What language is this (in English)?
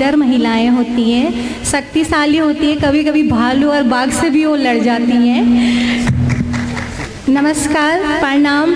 Hindi